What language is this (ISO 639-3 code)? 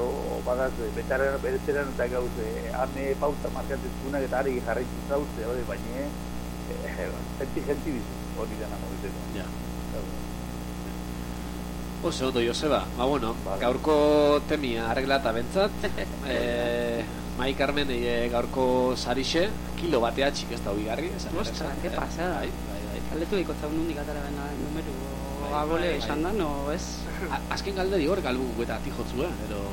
eus